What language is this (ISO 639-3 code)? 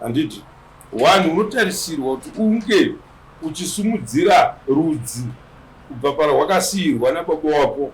sna